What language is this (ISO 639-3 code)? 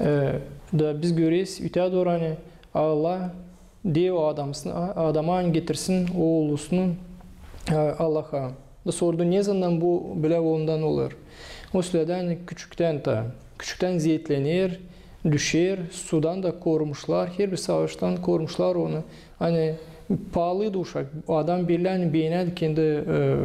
gag